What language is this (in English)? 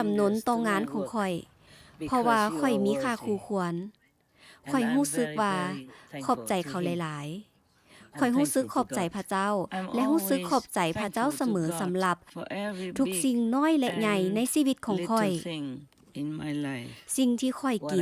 Lao